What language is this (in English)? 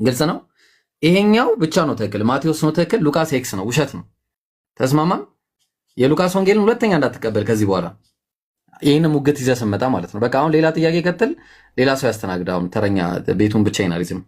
Amharic